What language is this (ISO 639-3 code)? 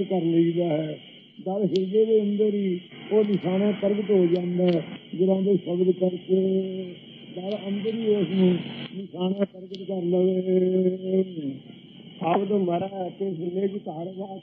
pan